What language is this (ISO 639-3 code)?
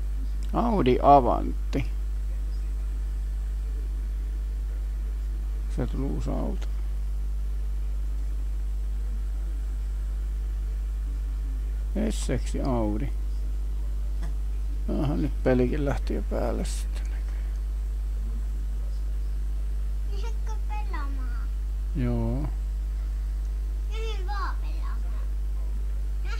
fin